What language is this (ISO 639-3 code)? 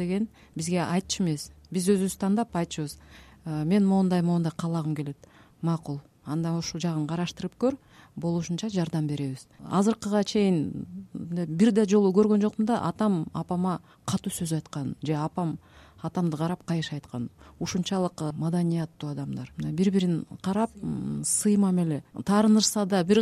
kir